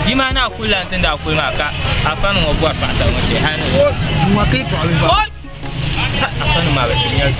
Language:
Dagbani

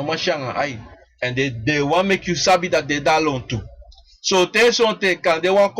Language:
Sranan Tongo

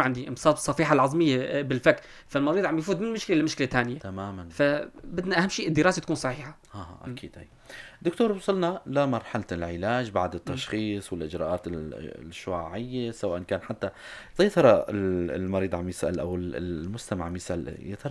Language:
North Levantine Arabic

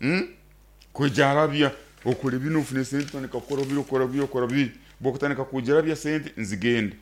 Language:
Nyoro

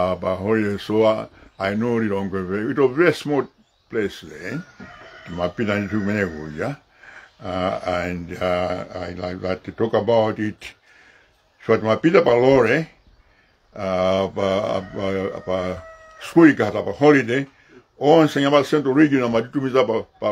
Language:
Nyanja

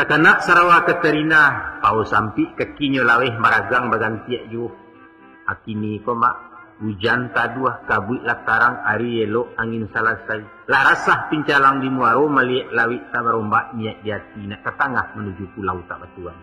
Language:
Minangkabau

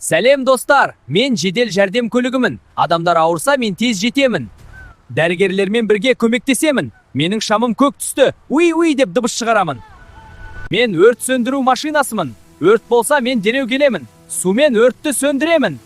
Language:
Kazakh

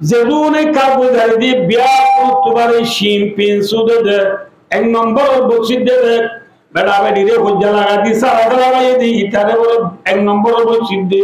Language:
Rohingya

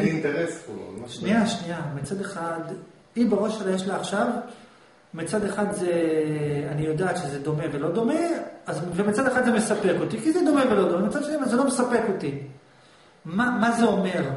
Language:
Hebrew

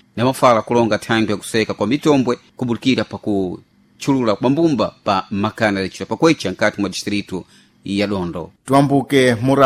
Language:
Sena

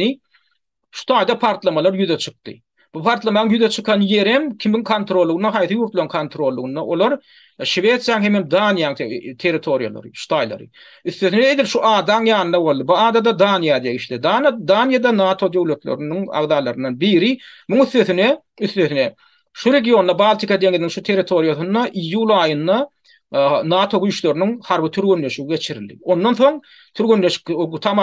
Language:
Turkmen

